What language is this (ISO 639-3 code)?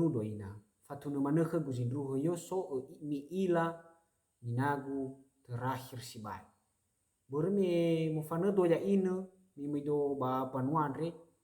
nia